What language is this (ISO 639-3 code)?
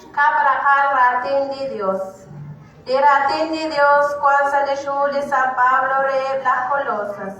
kek